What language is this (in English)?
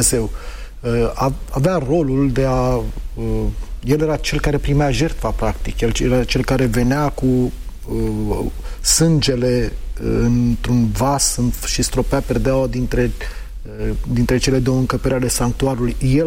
Romanian